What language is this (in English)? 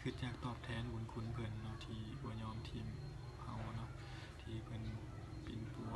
Lao